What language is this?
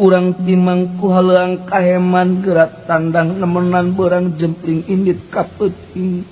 Sundanese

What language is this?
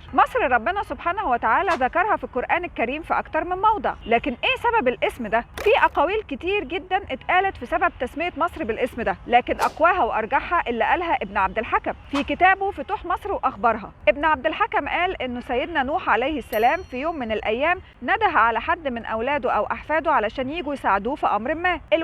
Egyptian Arabic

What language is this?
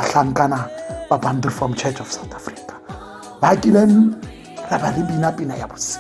Tswana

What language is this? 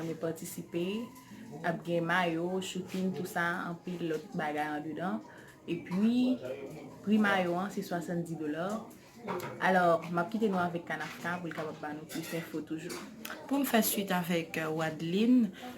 Haitian Creole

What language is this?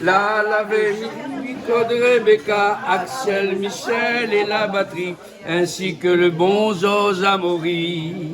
Réunion Creole French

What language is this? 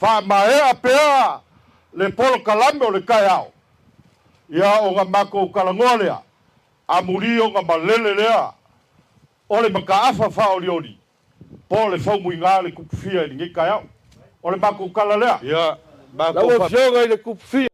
Samoan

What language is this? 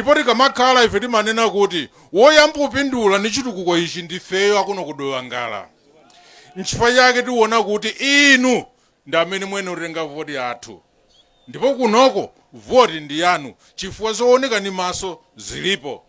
Nyanja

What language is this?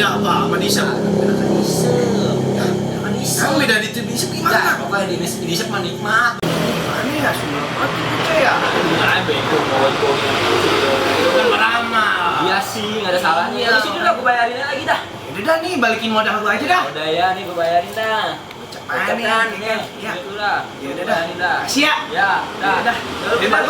Betawi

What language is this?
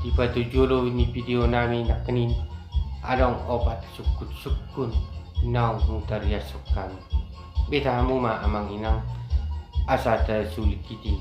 Batak Toba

